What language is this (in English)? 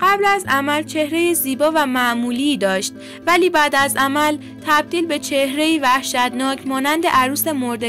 Persian